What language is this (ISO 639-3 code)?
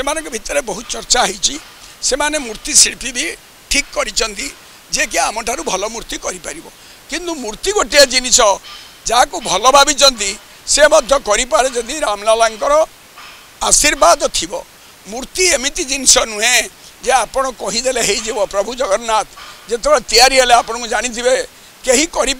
ori